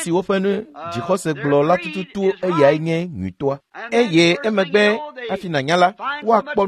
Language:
Ewe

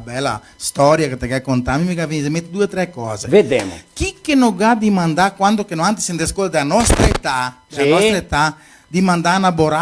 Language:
Venetian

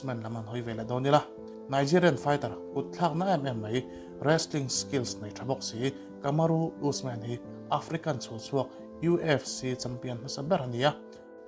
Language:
Mizo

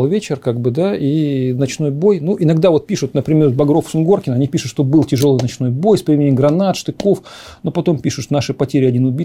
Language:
Russian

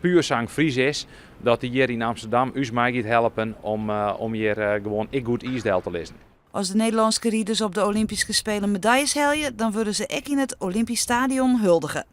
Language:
Western Frisian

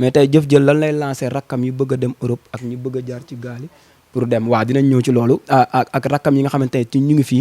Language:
Wolof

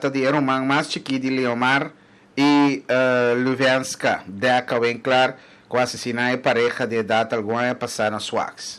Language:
Papiamento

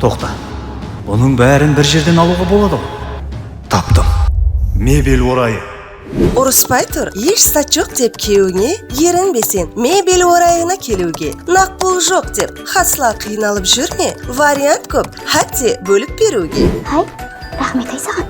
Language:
Kara-Kalpak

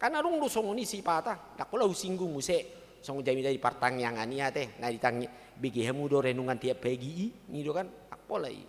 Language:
Batak Toba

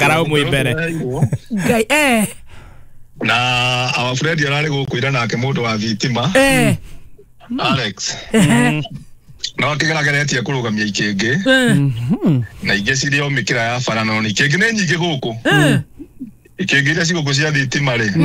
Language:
Kikuyu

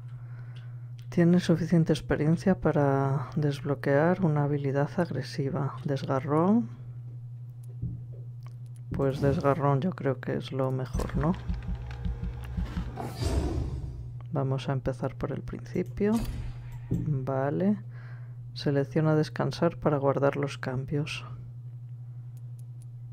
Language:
Spanish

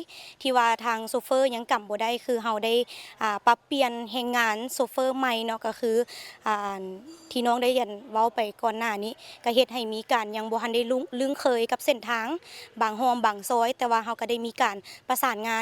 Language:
Lao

